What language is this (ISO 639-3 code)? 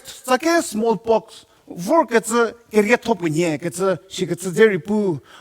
njm